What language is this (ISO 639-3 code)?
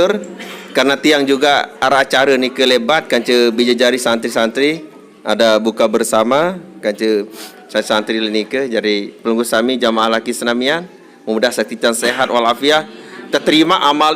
sas